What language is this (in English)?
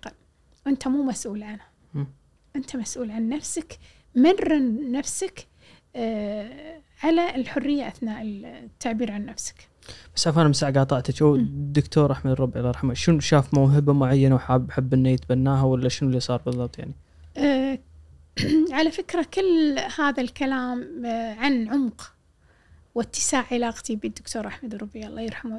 Gulf Arabic